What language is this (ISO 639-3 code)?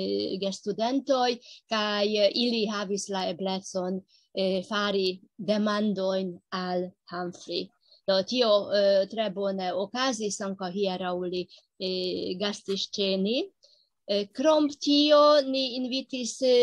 epo